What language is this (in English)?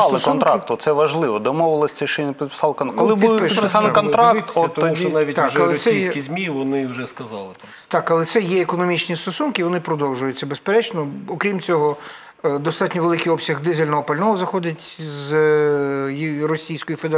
Ukrainian